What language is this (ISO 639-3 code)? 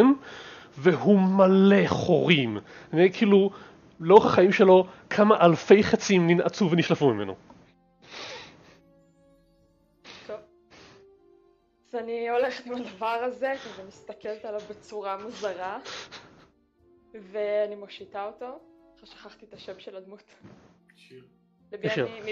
heb